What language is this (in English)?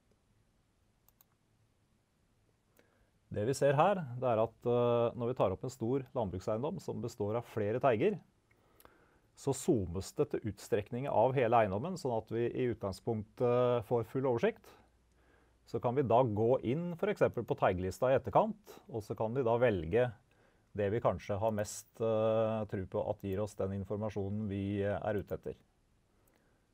Norwegian